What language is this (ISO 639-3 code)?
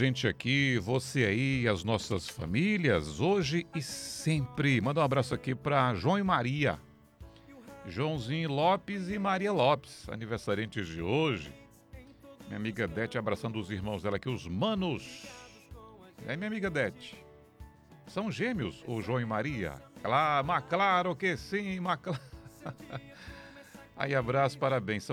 por